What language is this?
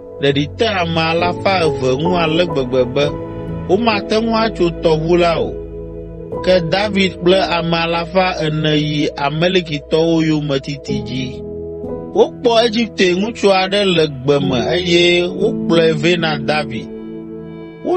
Ewe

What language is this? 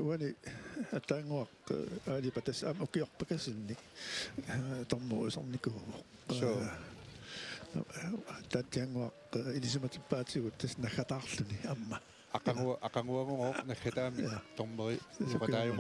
Kalaallisut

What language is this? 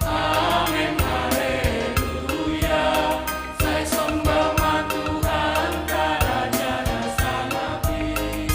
Batak Simalungun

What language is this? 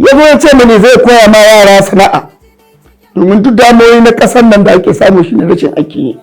Hausa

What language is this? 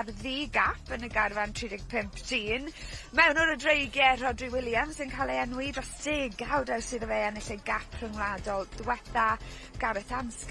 Welsh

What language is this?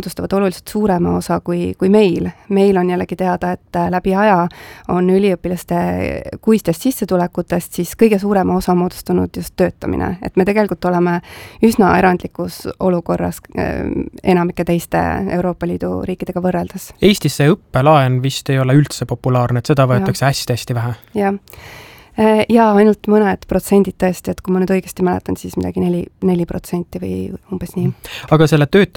Estonian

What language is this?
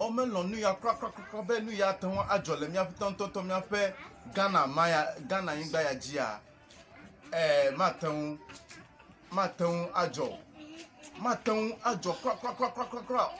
Ewe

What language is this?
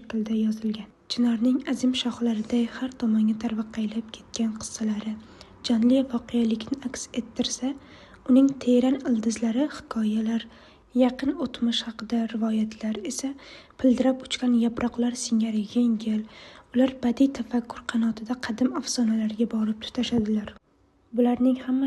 Uzbek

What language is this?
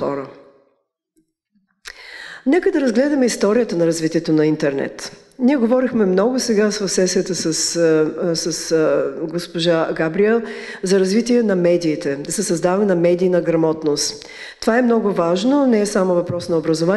Bulgarian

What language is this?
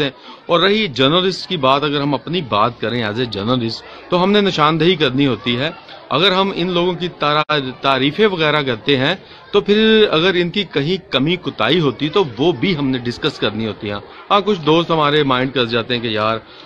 Urdu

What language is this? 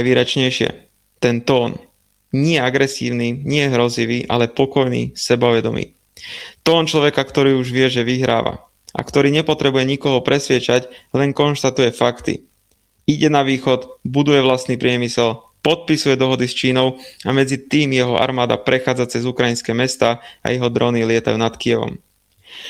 Slovak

